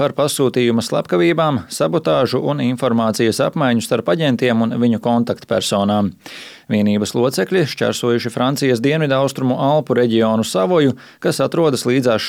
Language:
Latvian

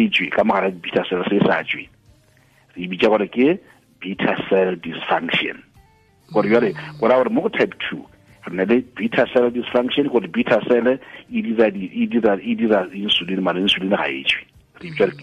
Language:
Northern Sotho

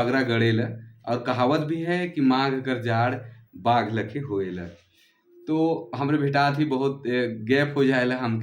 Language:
Sadri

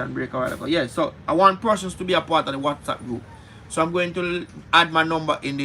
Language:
Jamaican Creole English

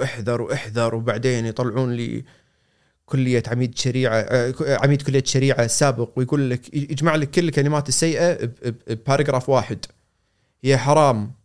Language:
Gulf Arabic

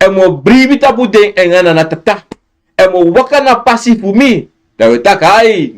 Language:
Sranan Tongo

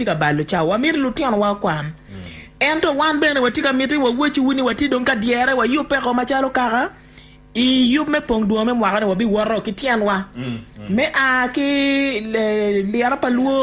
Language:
Acoli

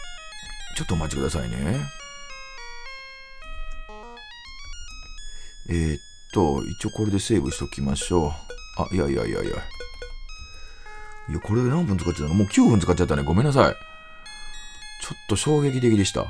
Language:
Japanese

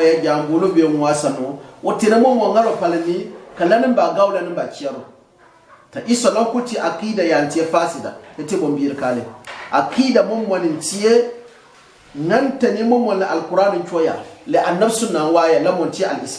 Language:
Gourmanchéma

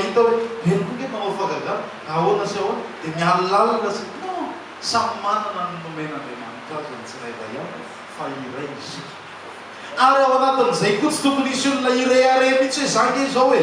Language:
Malagasy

